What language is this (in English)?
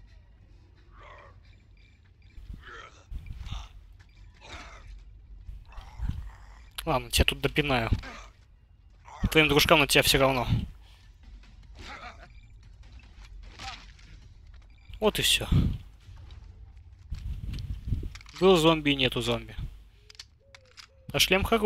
Russian